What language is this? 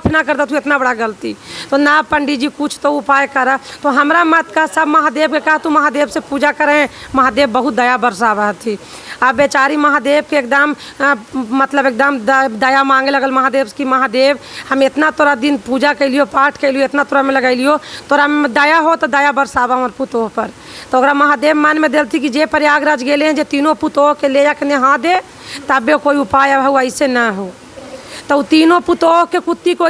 Magahi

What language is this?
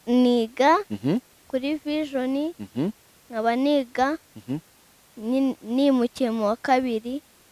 Kinyarwanda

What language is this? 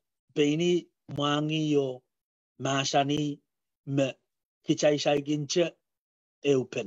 Pohnpeian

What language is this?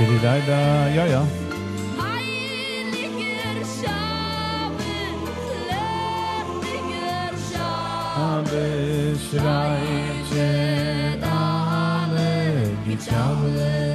Yiddish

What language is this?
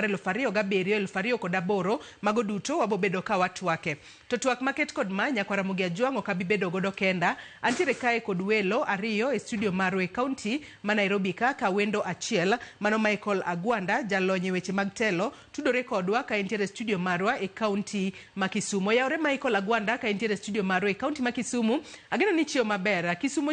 Luo (Kenya and Tanzania)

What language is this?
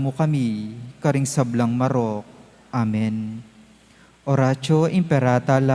Pampanga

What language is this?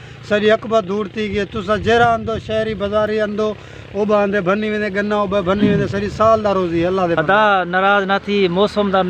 Saraiki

